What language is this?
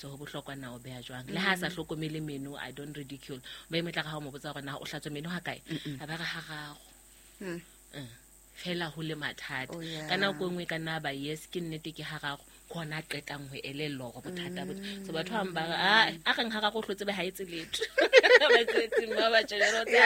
Southern Sotho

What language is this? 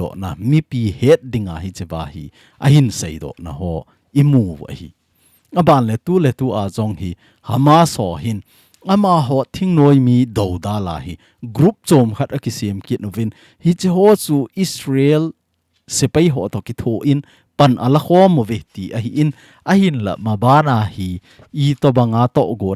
Thado Chin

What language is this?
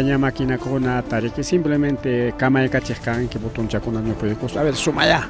Ayacucho Quechua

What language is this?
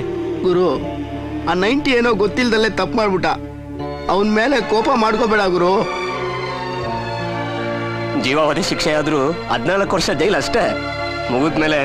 Kannada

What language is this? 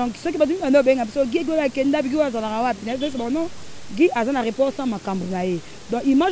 Lingala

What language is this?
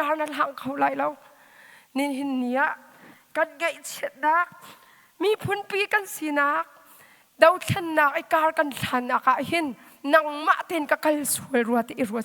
Hakha Chin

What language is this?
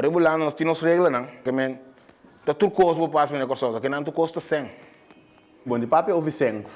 Papiamento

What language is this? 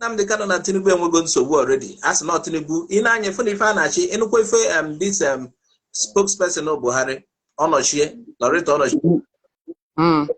Igbo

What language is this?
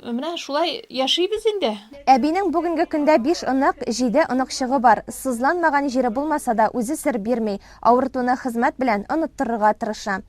Tatar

